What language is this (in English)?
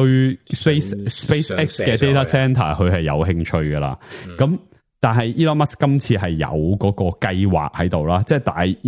Cantonese